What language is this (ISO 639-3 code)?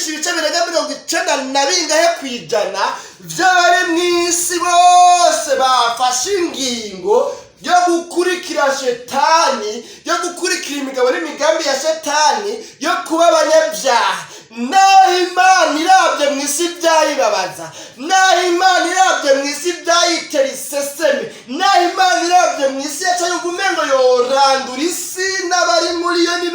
run